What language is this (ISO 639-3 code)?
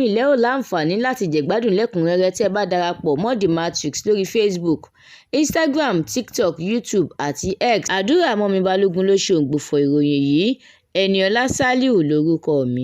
yor